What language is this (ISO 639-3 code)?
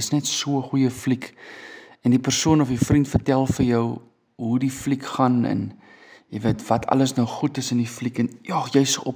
afr